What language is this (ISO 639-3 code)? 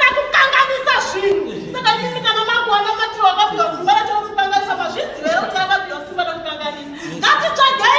sna